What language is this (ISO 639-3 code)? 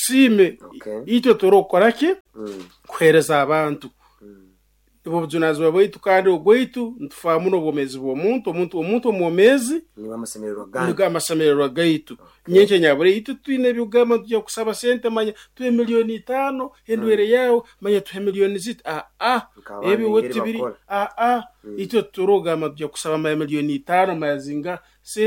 nyo